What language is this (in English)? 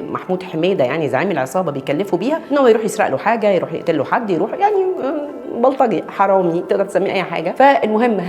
Egyptian Arabic